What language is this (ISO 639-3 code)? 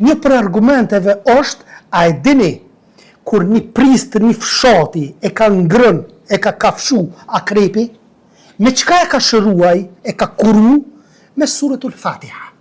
sqi